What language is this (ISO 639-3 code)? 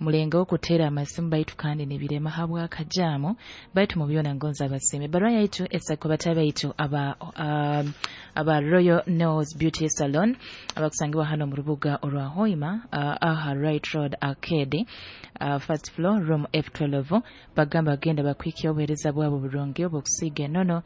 nyo